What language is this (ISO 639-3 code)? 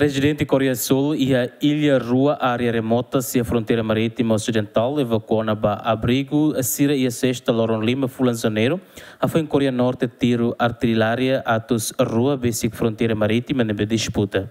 tet